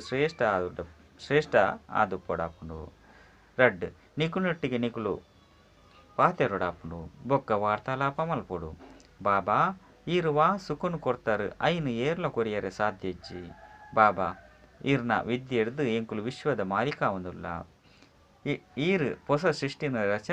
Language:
Tulu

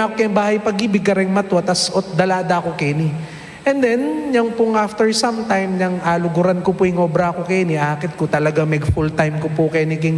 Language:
Pampanga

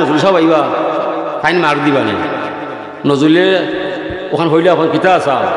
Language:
Sylheti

